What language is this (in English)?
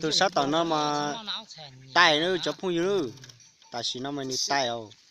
Hmong